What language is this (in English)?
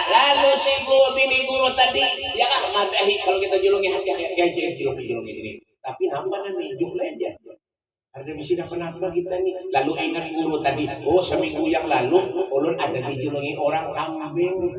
Banjar